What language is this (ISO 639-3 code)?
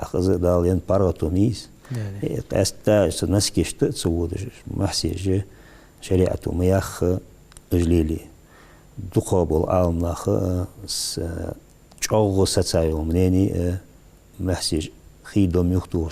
inh